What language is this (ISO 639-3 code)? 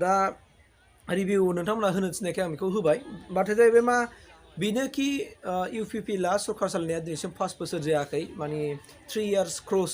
brx